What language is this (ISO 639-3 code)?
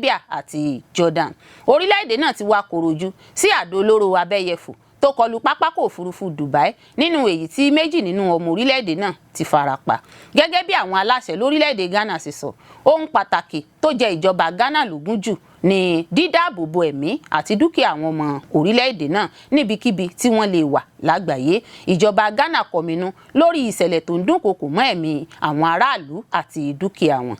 yor